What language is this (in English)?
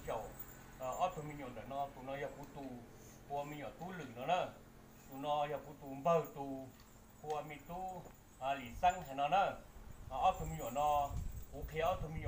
Hmong